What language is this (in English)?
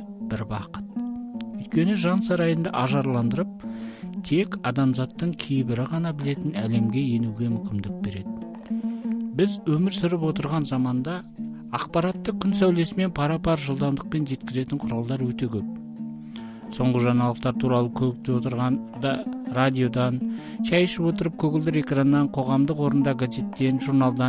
Kazakh